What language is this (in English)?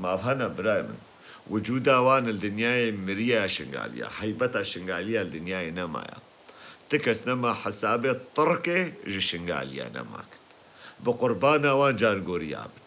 Kurdish